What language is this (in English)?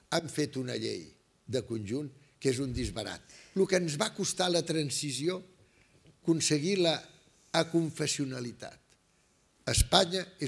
Catalan